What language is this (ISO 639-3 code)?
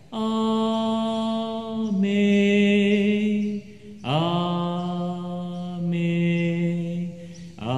lhu